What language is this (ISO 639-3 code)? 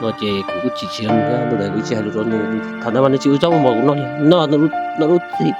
hmn